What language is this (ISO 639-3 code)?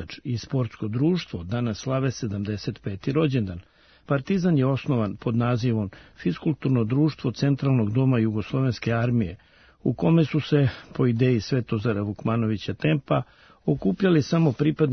srp